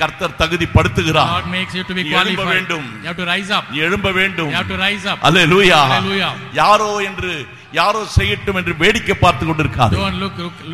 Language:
Tamil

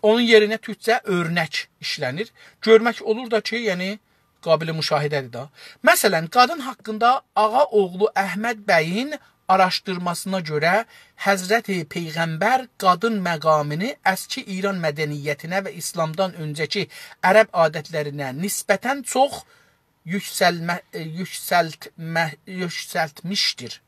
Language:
South Azerbaijani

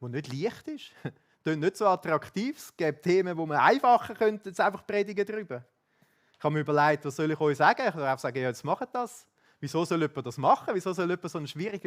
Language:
Swiss German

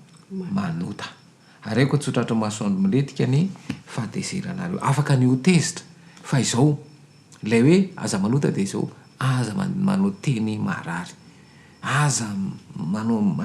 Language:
Malagasy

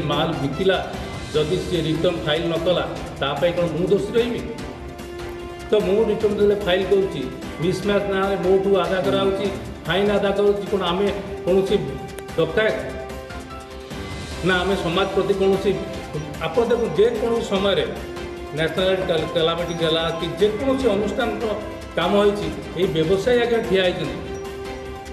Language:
Odia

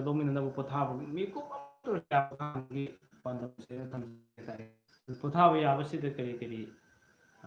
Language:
Manipuri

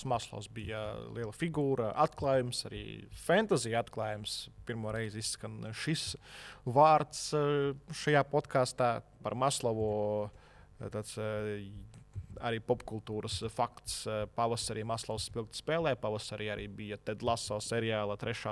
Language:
Latvian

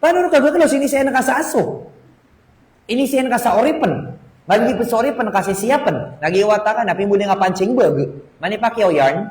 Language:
Maranao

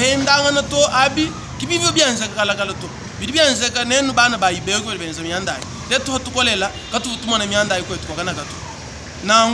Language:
Luba-Lulua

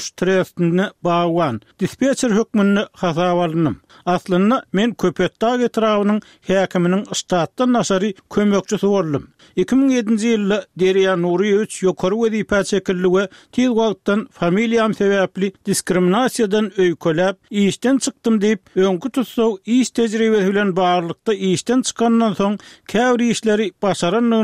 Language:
Turkmen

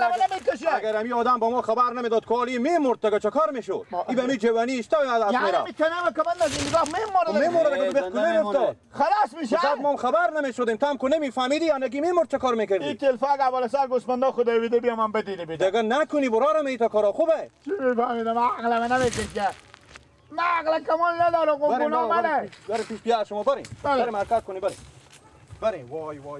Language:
Persian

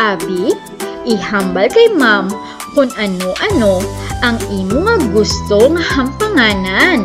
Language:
Hiligaynon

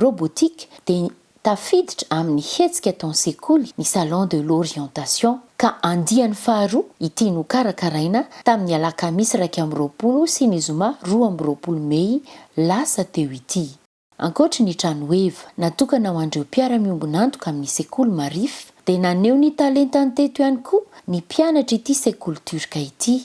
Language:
Malagasy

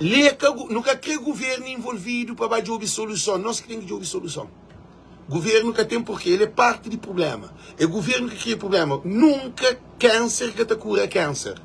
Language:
Kabuverdianu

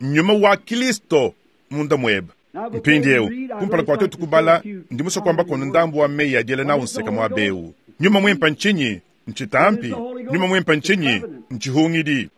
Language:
Luba-Lulua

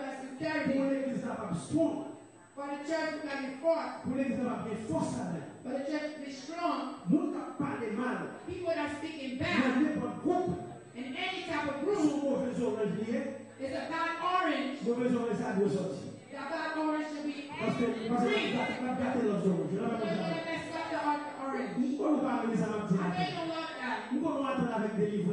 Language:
Haitian Creole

